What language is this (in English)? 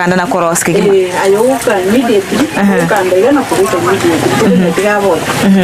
Gusii